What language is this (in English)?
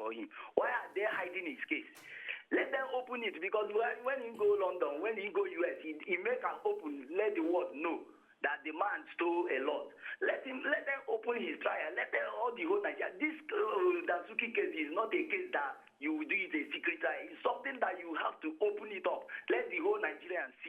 Nigerian Pidgin